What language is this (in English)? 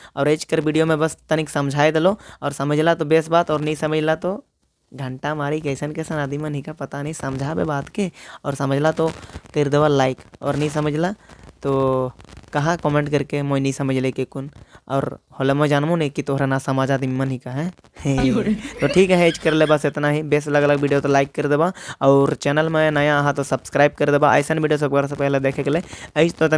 Sadri